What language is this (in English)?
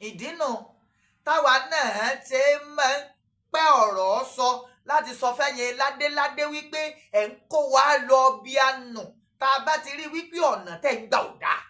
Yoruba